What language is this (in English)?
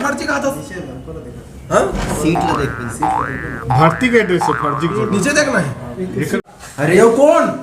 Chhattisgarhi